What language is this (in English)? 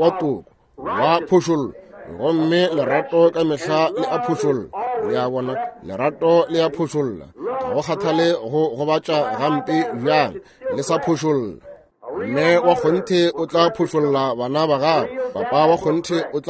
Northern Sotho